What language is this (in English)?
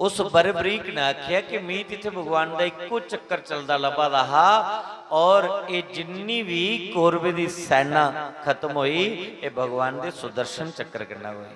Dogri